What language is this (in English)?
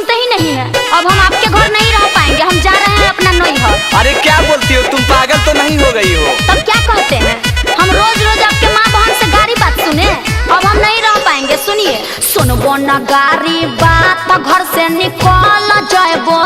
Magahi